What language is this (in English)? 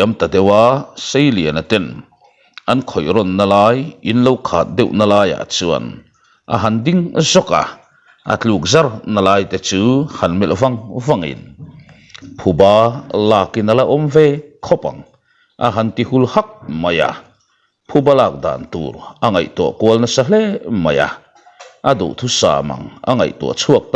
Mizo